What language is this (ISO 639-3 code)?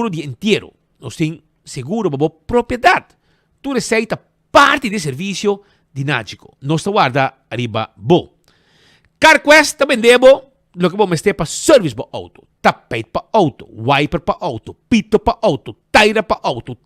pap